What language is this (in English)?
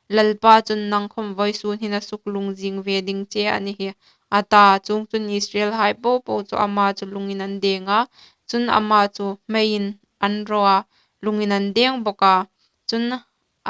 Hmar